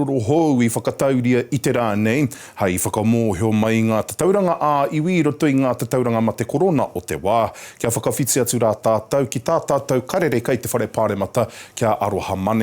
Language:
Māori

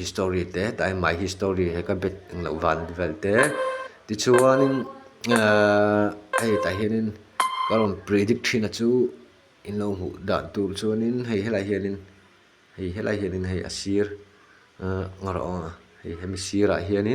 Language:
Mizo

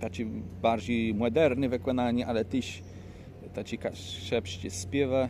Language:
Kashubian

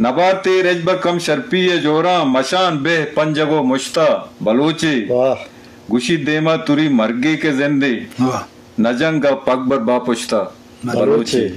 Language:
Eastern Balochi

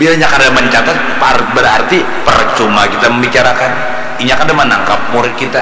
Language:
Banjar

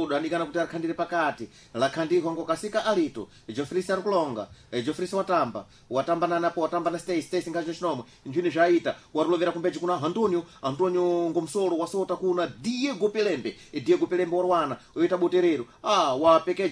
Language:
Sena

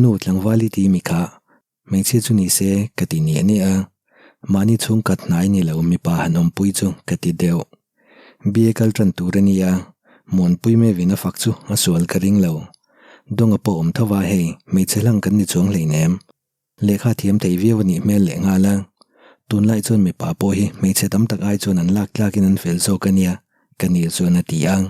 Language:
Mizo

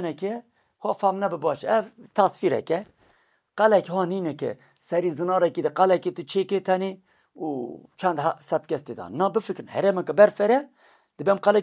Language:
Kurdish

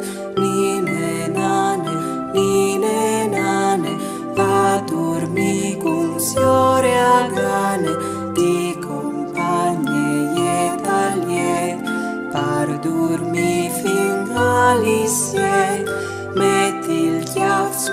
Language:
Friulian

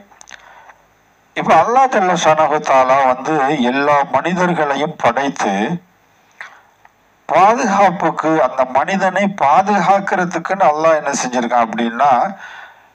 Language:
Tamil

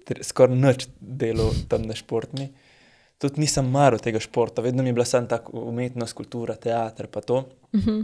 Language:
Slovenian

